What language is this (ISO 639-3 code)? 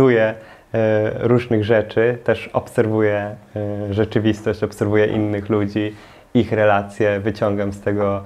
pol